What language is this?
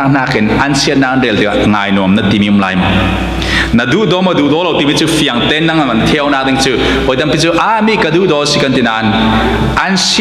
Falam Chin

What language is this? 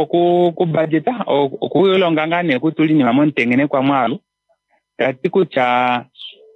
Kuanyama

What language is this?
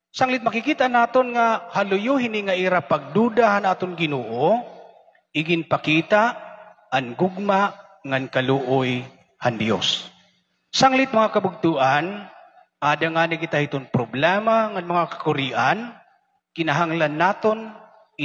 Waray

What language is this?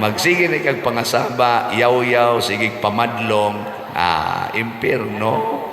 Cebuano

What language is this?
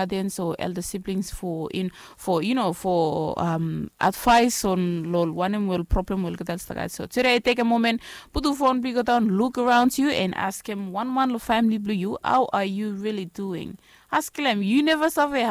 Bislama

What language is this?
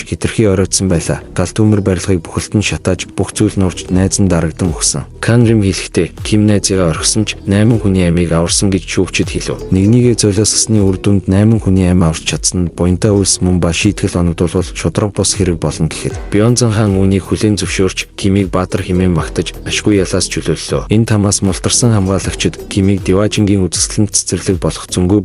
Mongolian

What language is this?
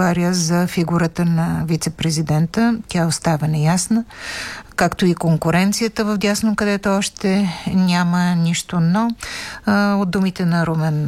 Bulgarian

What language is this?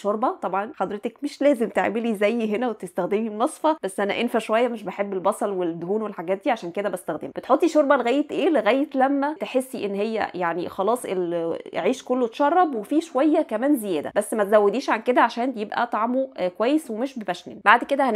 Egyptian Arabic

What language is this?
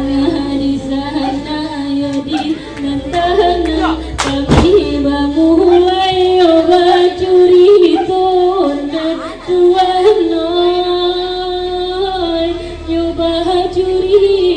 Minangkabau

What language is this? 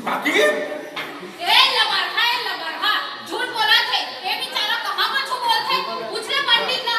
Chhattisgarhi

